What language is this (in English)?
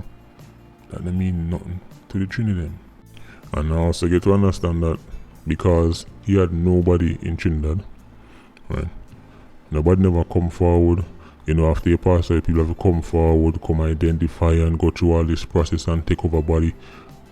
Jamaican Creole English